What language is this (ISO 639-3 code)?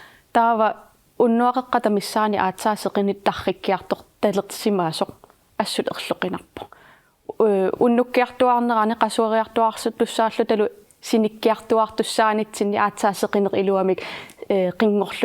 kal